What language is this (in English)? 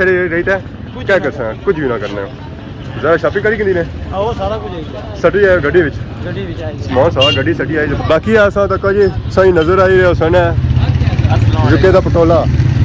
Pahari-Potwari